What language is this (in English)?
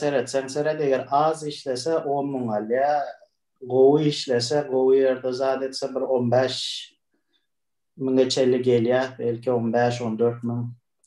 Turkmen